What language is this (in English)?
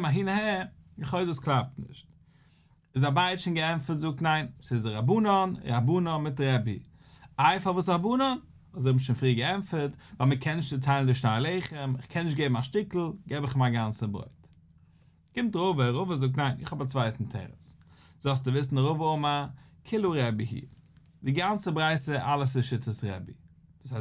Yiddish